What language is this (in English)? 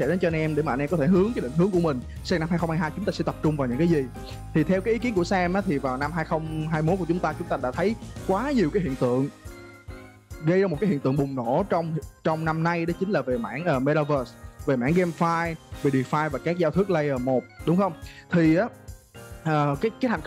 Vietnamese